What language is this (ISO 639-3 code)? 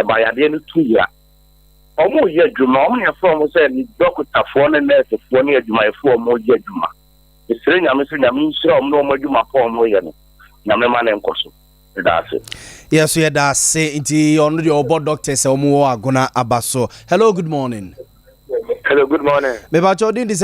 aka